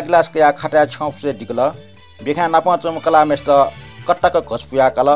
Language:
Newari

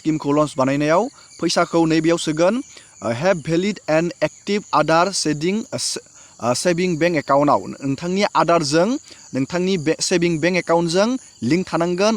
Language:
Bodo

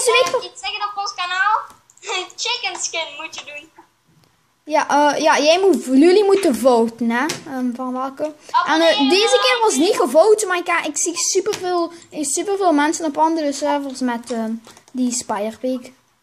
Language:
Dutch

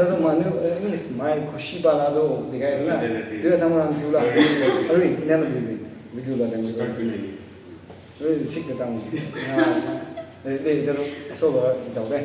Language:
Naga Pidgin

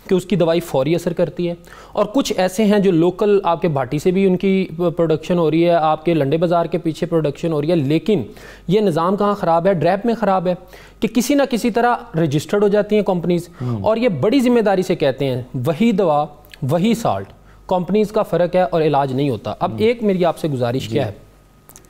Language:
Urdu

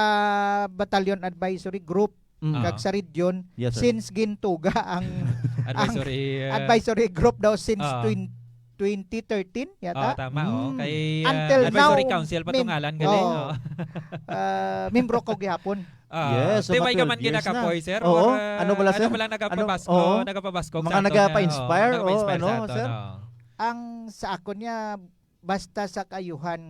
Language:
Hiligaynon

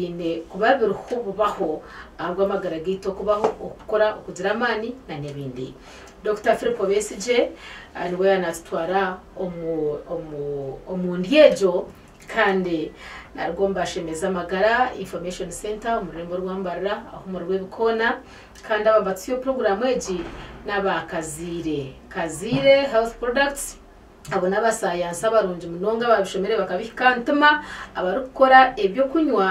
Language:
Nyankole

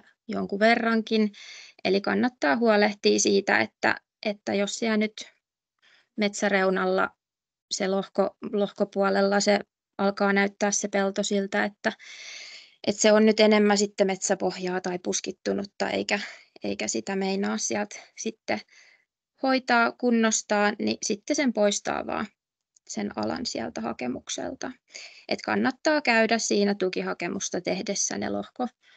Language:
Finnish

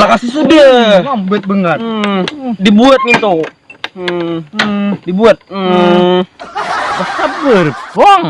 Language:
Banjar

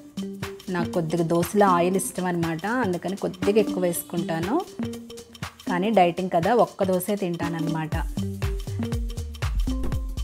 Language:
Telugu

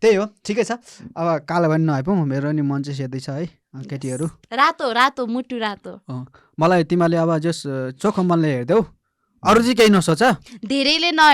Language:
Nepali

